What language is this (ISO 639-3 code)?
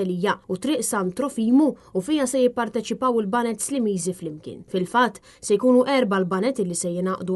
mlt